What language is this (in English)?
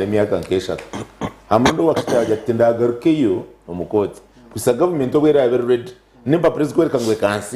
Nyankole